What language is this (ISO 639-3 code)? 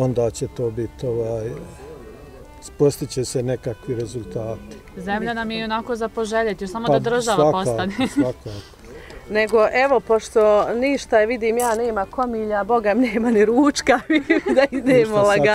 bos